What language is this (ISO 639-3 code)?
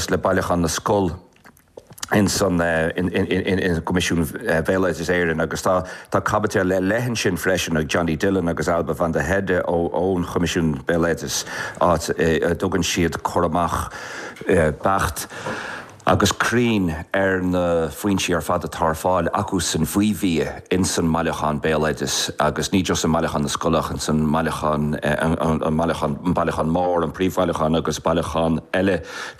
gle